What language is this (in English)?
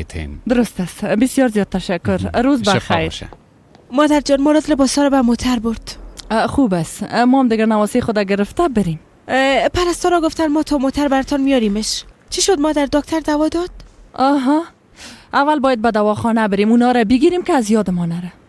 Persian